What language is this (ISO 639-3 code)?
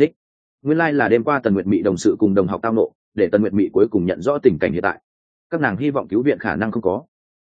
vie